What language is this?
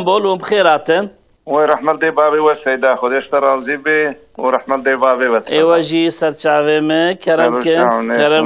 Kurdish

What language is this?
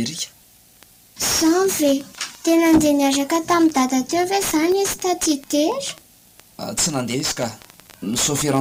Malagasy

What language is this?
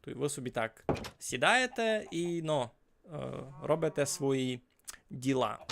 Rusyn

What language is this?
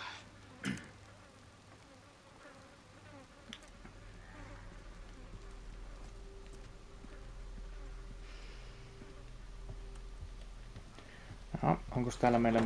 Finnish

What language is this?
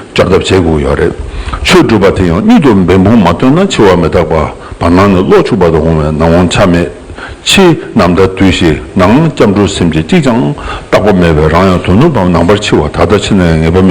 Tibetan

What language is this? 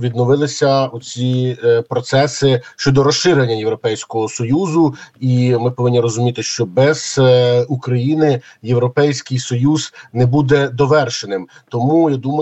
Ukrainian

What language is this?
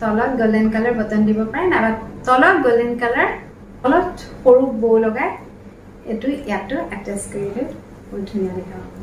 Assamese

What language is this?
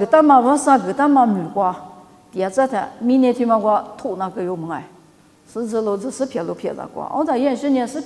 Lisu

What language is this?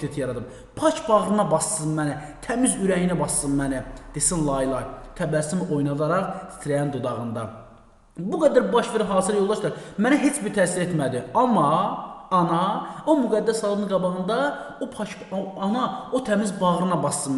Azerbaijani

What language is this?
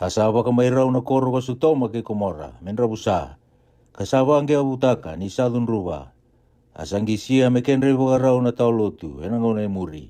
Fijian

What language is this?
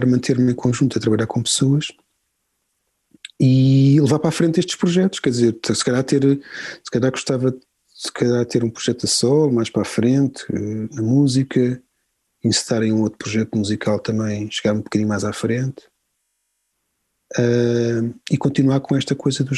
Portuguese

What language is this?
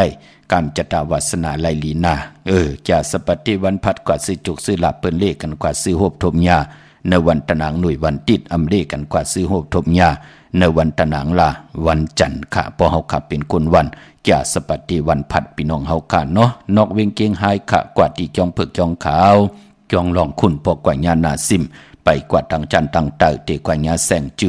Shan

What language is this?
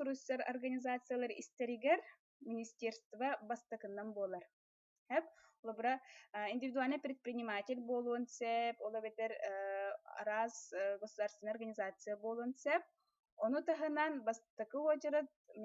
Yakut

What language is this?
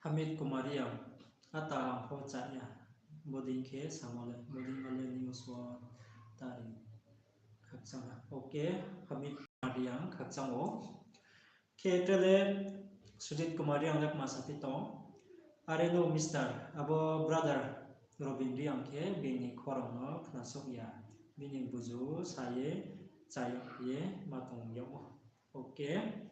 Riang (India)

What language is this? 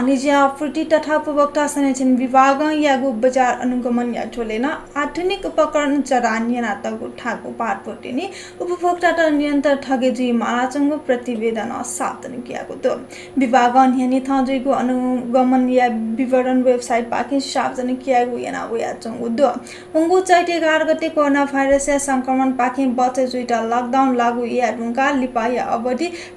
Newari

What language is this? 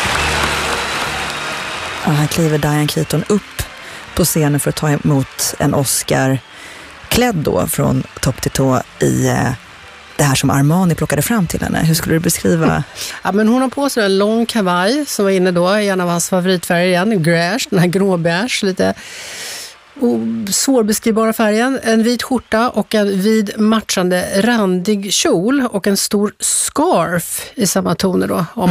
Swedish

